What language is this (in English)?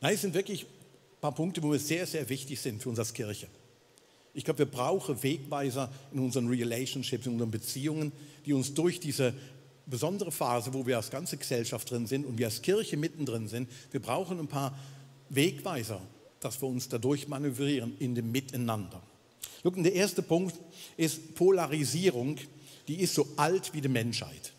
Swiss German